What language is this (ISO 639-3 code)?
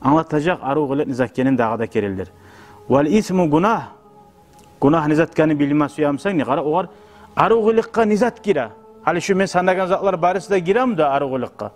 kum